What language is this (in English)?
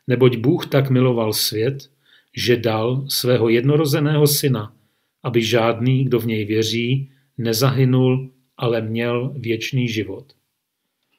Czech